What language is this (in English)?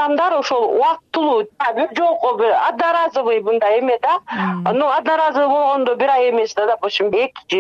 Kyrgyz